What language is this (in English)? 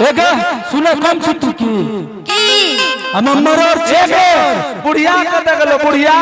Angika